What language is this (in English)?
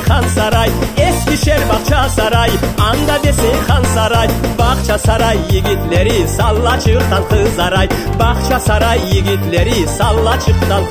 Crimean Tatar